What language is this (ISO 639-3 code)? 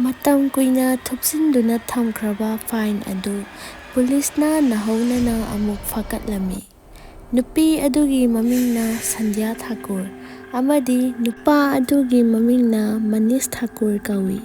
mni